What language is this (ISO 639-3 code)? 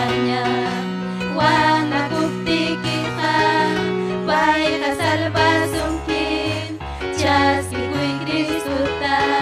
quy